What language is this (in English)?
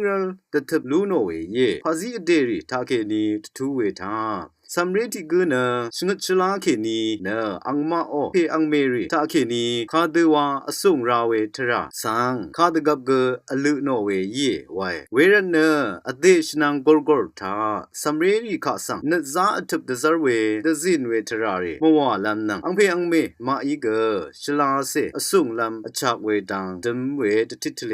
Rawang